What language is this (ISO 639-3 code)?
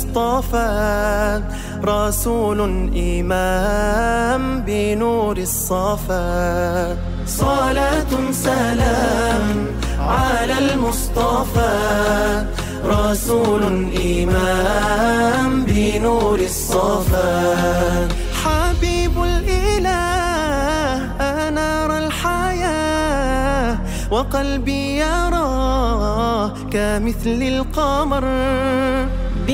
ara